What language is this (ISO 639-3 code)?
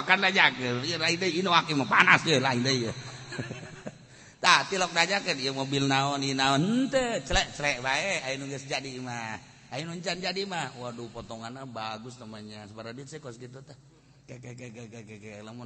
sun